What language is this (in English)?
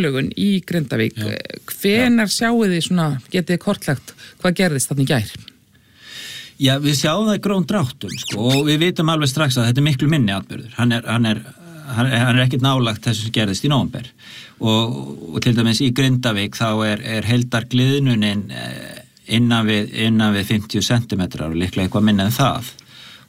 Icelandic